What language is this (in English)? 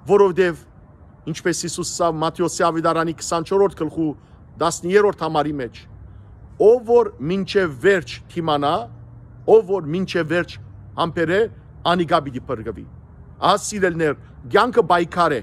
Western Armenian